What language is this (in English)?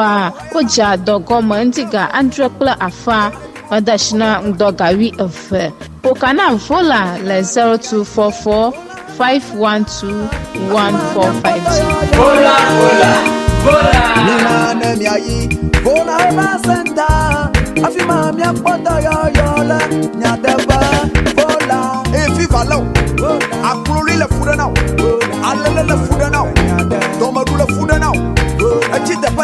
Ewe